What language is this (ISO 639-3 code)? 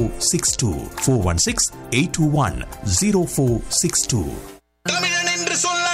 tam